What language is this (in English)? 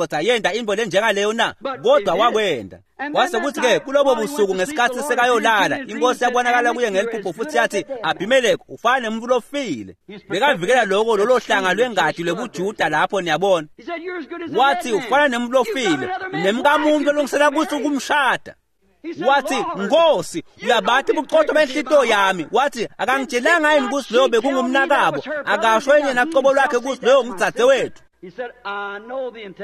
Swati